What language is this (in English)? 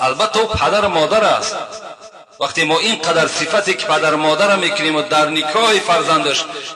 Tajik